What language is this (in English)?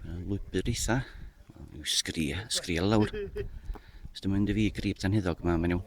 Welsh